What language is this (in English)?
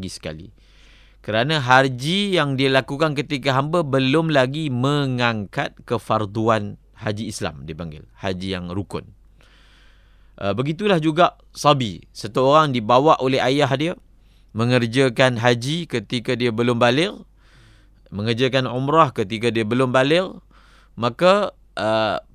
Malay